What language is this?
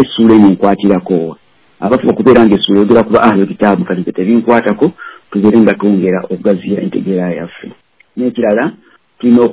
Ganda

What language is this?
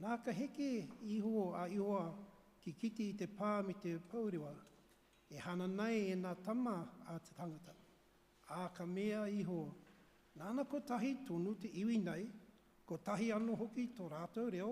Māori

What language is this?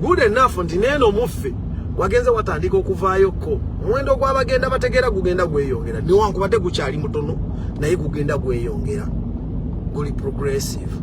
Ganda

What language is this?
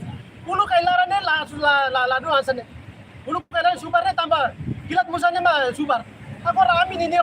Tetum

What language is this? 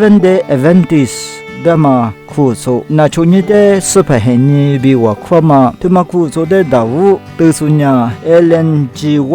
Lisu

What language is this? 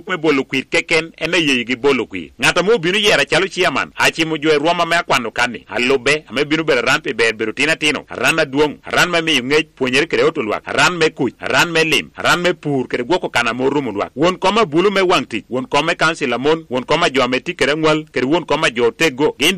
Lango (Uganda)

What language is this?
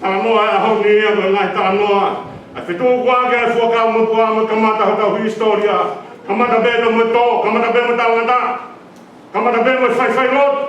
Tongan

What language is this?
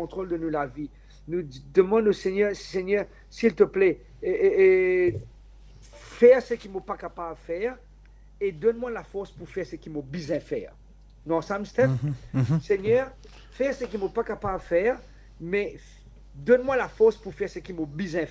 Morisyen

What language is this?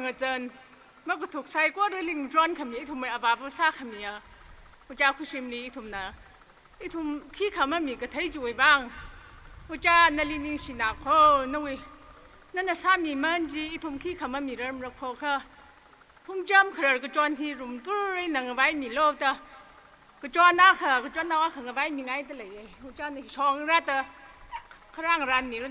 Tangkhul Naga (India)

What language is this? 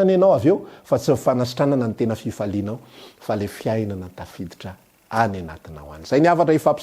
Malagasy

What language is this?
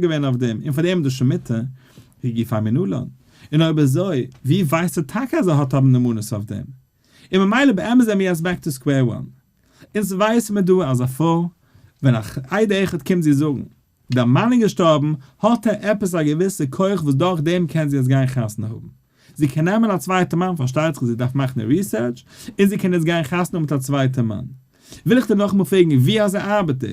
Yiddish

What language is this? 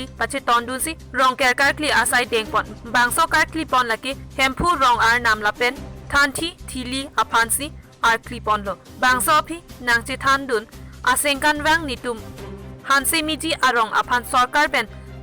Karbi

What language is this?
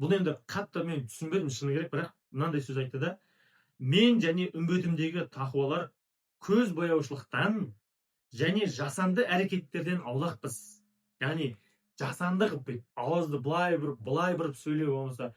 Kazakh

